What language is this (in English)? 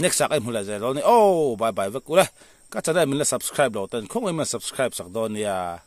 Mizo